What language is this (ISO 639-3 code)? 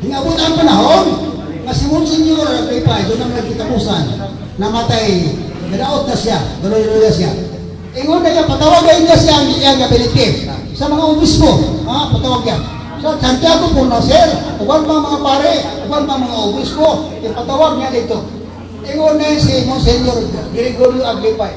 ceb